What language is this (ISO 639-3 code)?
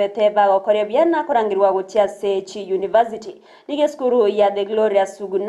guz